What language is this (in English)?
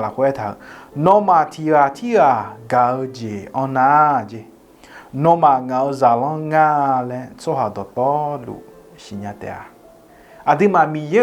Akha